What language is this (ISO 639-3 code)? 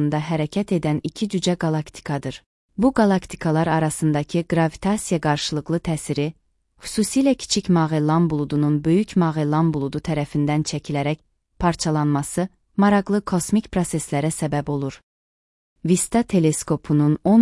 aze